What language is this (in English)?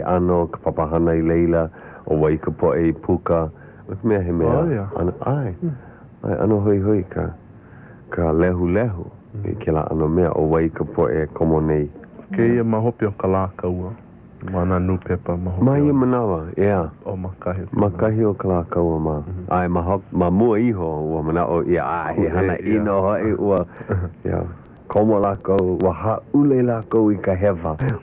Hawaiian